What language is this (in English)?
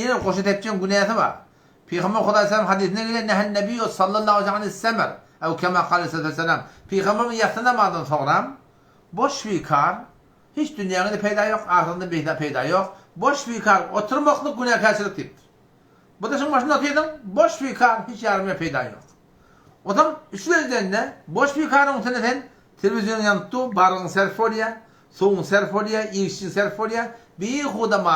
Turkmen